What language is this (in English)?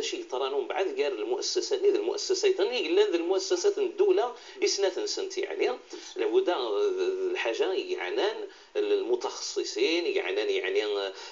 Kabyle